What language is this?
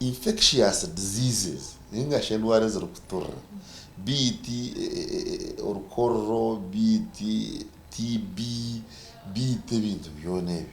Nyankole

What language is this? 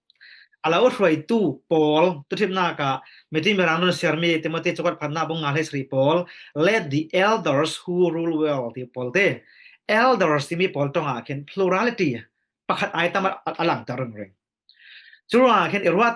Falam Chin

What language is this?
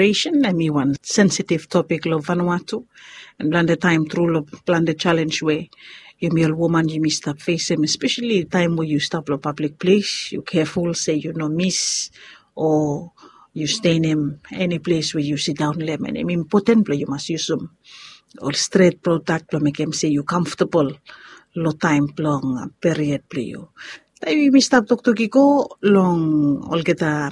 Bislama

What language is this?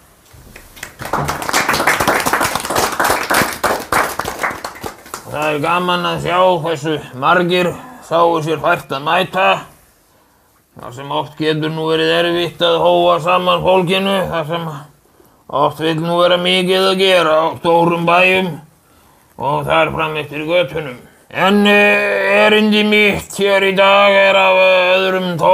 Icelandic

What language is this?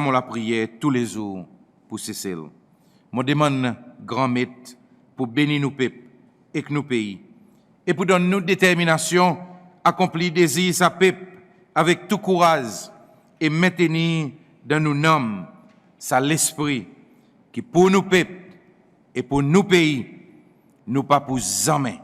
Seselwa Creole French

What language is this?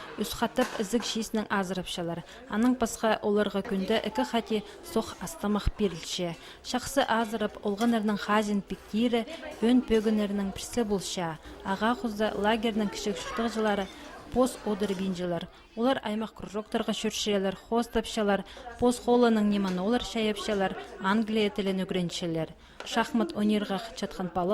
Khakas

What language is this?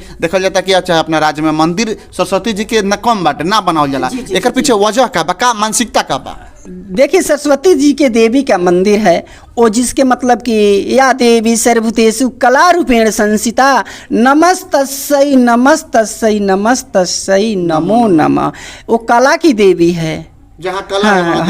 Bhojpuri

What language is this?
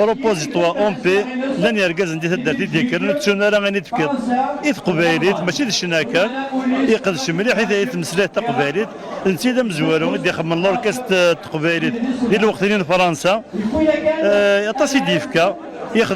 Kabyle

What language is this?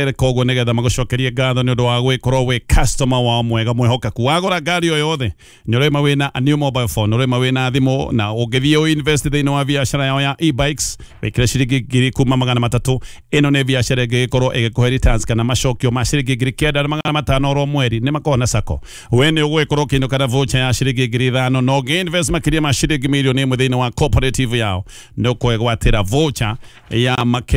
Kikuyu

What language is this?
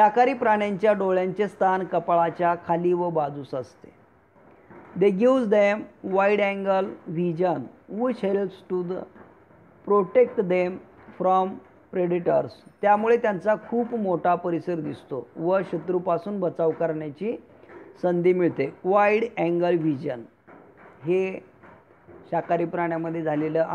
Marathi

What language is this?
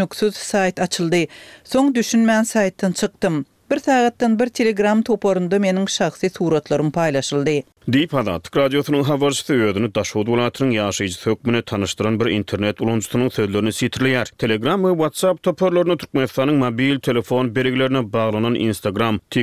Turkmen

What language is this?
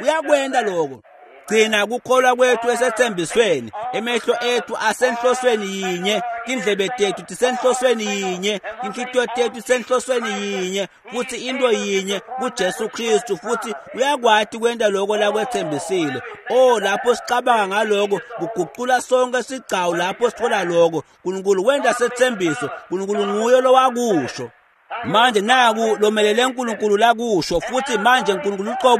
Swati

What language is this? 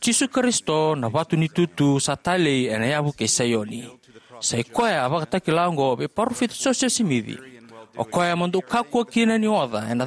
Fijian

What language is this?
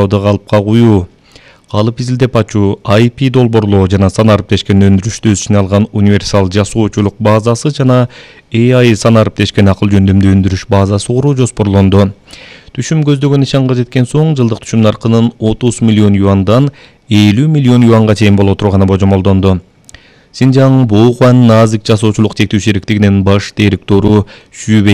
Kyrgyz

